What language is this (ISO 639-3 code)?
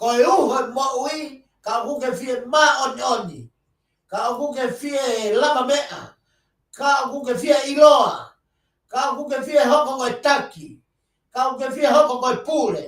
ton